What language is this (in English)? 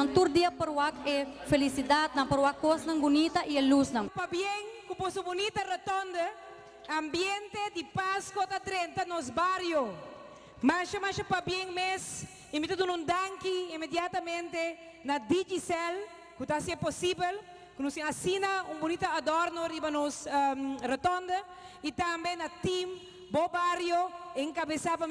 Papiamento